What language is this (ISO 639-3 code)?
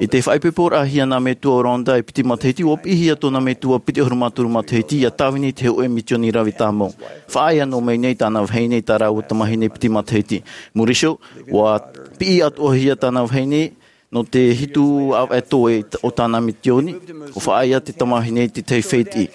tah